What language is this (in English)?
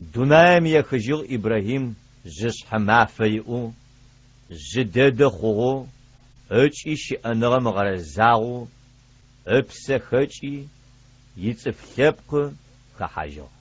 Adyghe